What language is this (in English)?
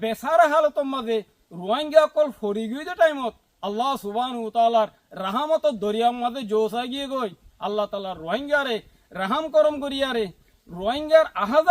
Rohingya